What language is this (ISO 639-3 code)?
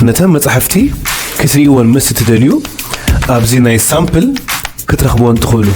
tir